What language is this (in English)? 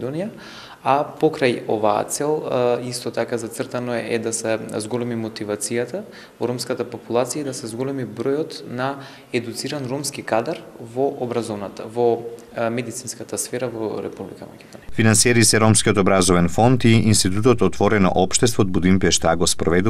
Macedonian